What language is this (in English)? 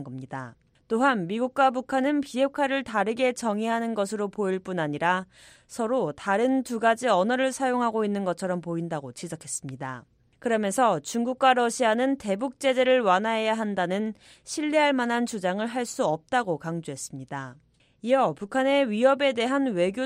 Korean